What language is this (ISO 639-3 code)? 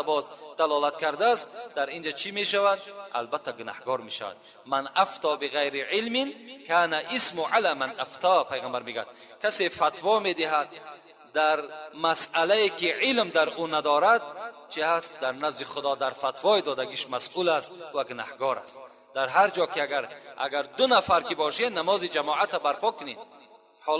tgk